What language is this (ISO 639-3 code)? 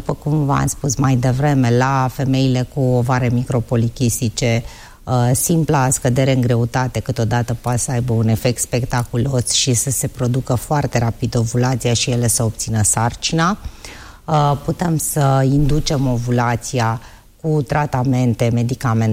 ron